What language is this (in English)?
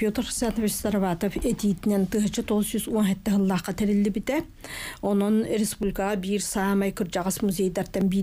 Yakut